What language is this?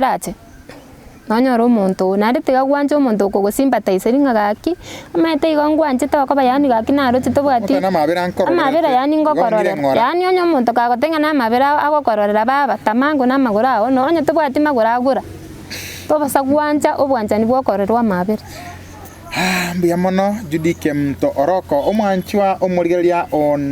Gusii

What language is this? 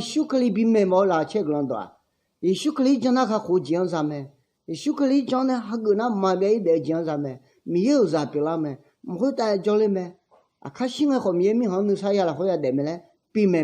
Akha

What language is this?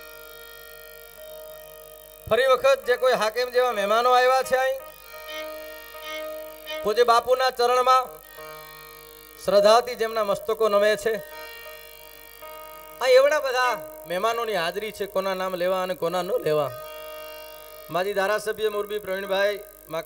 Gujarati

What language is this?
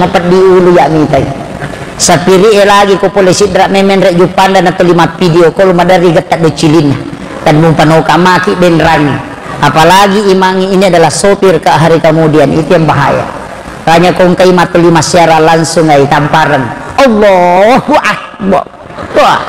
Buginese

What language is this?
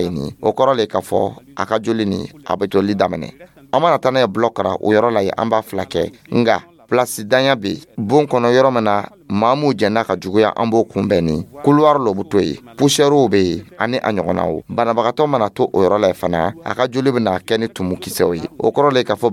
Dyula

